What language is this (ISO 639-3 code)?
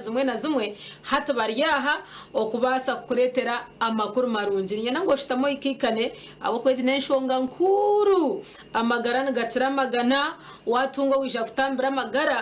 nyn